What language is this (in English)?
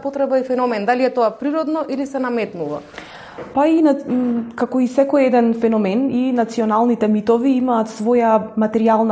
Macedonian